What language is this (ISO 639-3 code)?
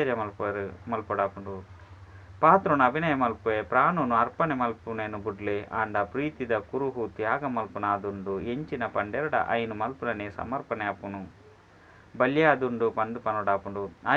tcy